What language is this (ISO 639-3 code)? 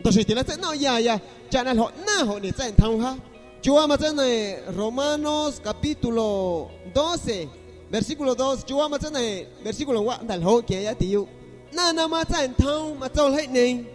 azg